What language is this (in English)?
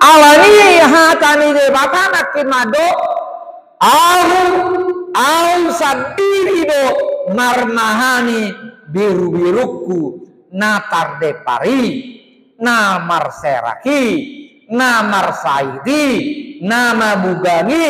Batak Toba